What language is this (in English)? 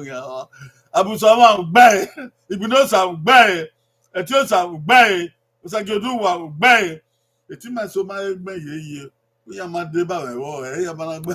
Bini